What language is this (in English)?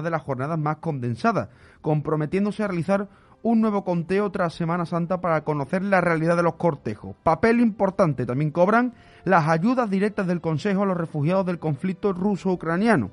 Spanish